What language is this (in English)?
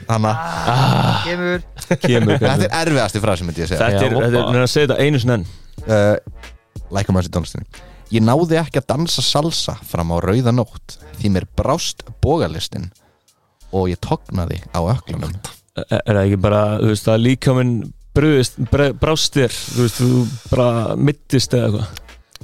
Icelandic